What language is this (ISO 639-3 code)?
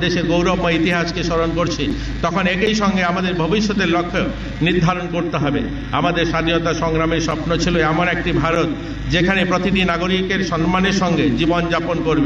ben